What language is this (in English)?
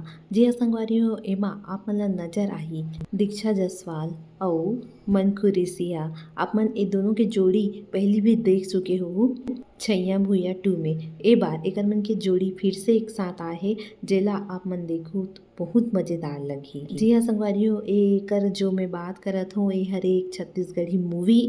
Chhattisgarhi